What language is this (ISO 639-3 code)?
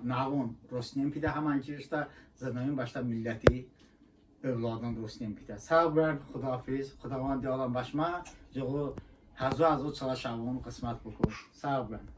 tly